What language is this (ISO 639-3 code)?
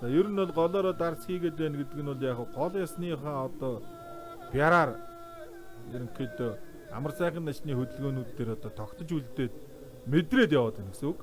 mon